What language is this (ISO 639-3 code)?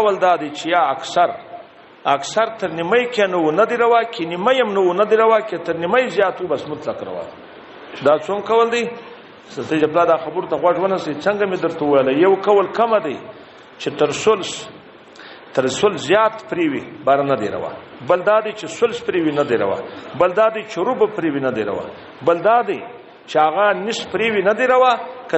pus